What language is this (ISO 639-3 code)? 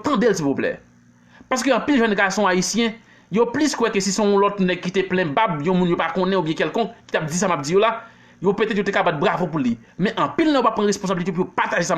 hat